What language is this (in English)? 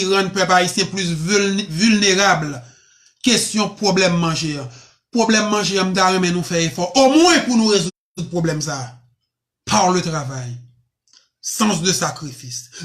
Haitian Creole